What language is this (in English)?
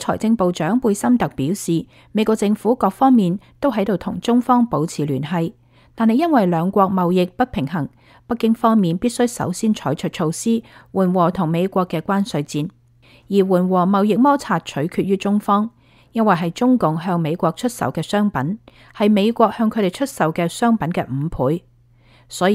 Cantonese